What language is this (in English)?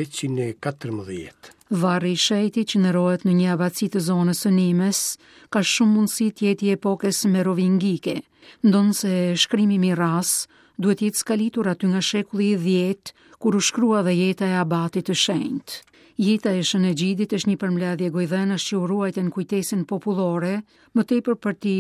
Albanian